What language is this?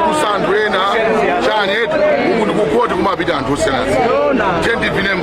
Nyanja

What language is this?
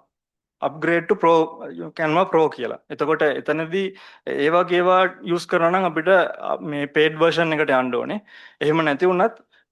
Sinhala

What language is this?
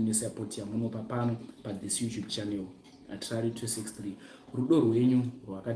Shona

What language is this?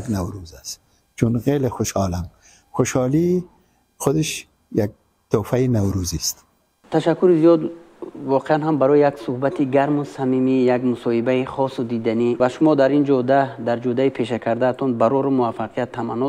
Tajik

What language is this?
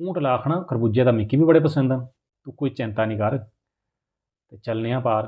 Dogri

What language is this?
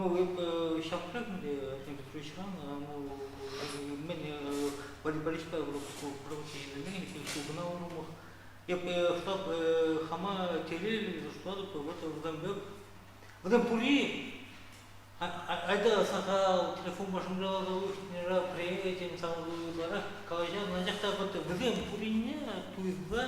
Chuvash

